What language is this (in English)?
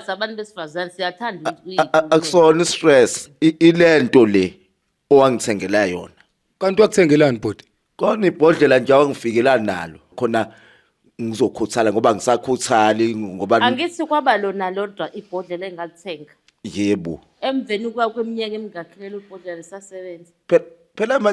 Zulu